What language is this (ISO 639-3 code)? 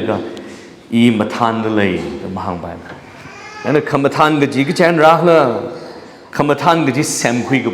nmf